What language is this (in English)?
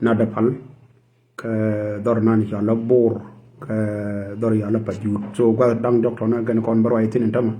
Nuer